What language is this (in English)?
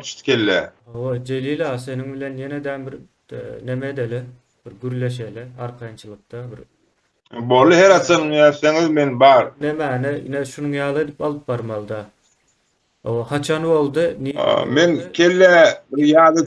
Turkmen